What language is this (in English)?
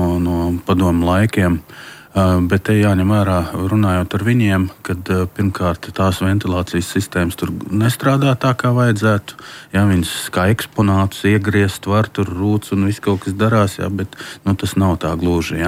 Latvian